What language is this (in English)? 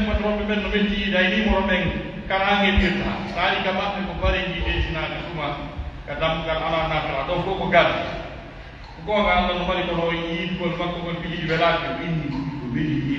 Pular